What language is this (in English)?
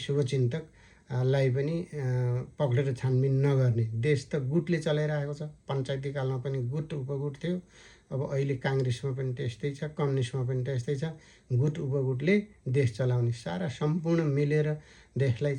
Nepali